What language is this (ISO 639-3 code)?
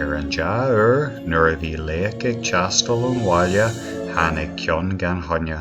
gle